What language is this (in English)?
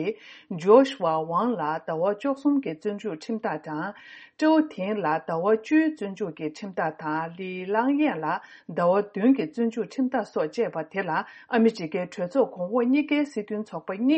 Tibetan